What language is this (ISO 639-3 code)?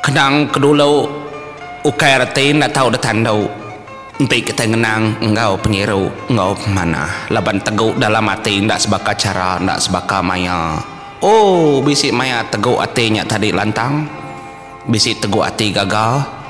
iba